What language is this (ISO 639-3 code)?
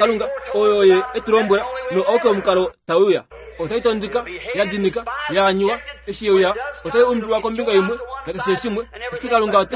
kua